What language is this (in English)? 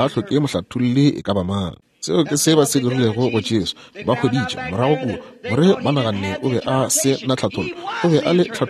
Northern Sotho